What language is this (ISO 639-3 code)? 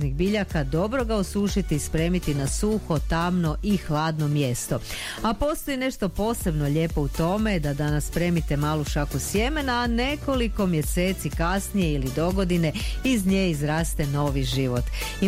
hrv